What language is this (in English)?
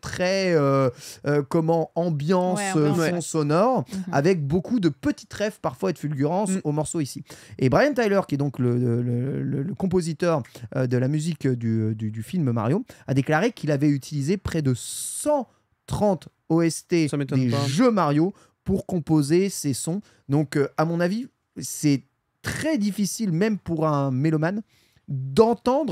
French